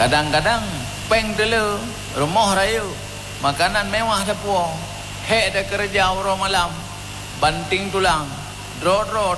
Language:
Achinese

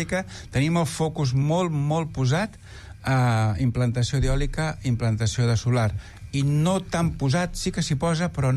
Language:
Catalan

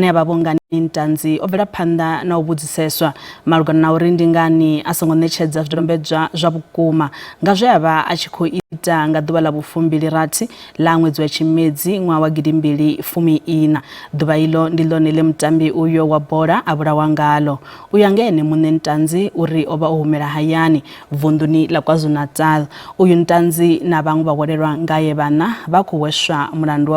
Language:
Venda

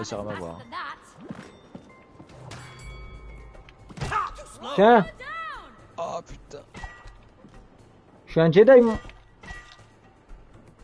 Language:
French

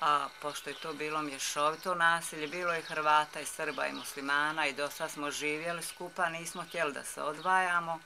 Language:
Bosnian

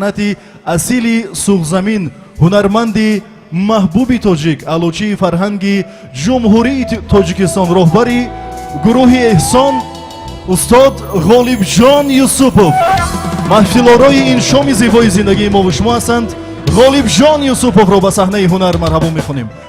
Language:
Tajik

